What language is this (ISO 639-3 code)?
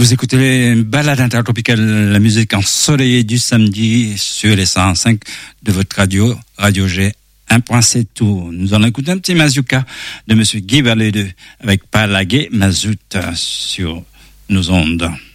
fra